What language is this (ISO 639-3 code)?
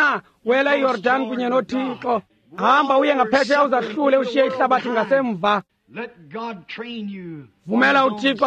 xho